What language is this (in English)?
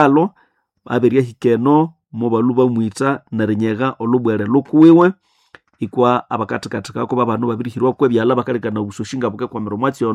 Nande